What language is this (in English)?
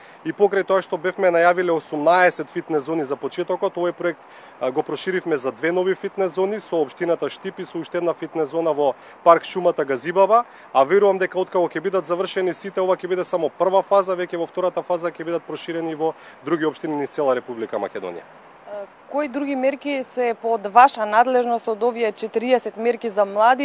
Macedonian